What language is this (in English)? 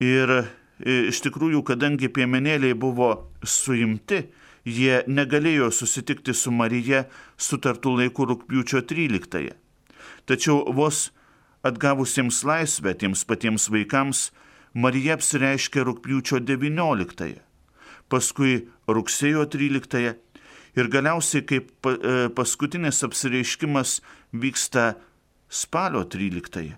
Lithuanian